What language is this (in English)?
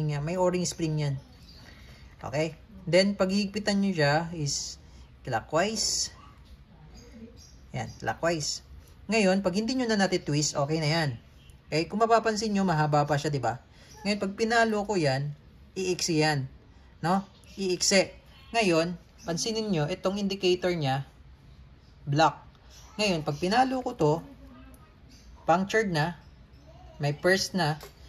Filipino